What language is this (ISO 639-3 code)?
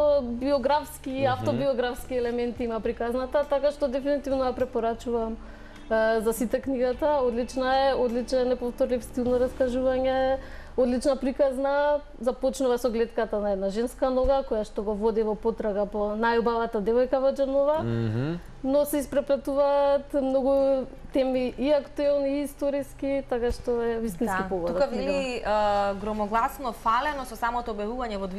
mkd